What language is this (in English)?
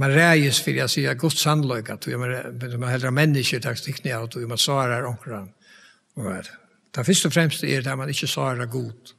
Faroese